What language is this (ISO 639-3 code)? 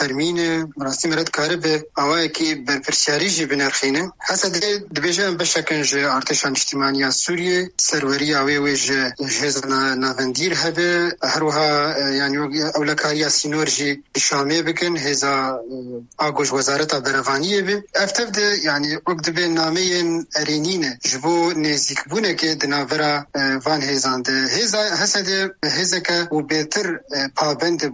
kur